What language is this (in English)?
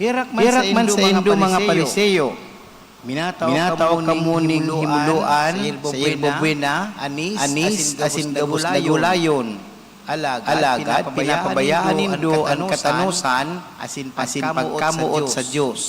Bikol